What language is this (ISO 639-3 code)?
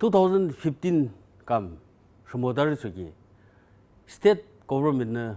yim